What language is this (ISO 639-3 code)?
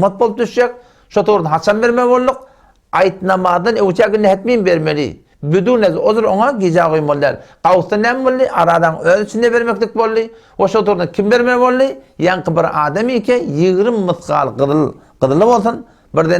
tuk